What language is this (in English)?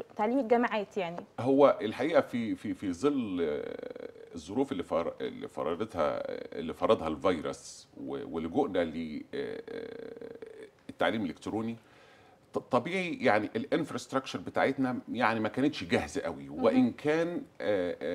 Egyptian Arabic